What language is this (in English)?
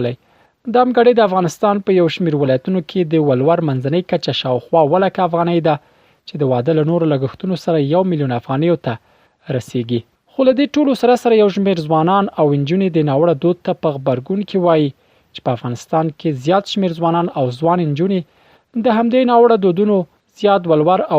Pashto